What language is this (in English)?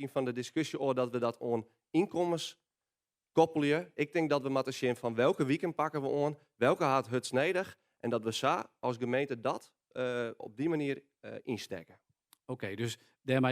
Western Frisian